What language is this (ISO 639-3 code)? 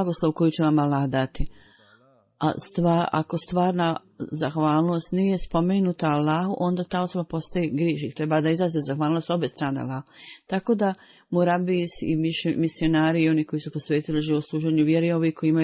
bos